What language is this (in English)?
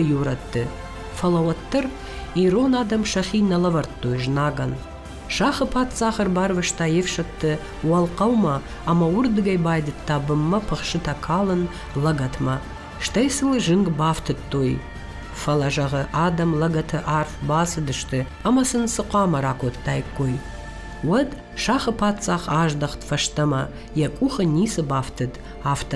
Ossetic